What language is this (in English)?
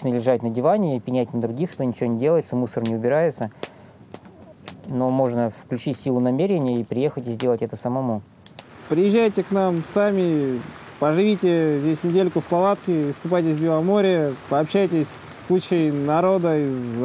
Russian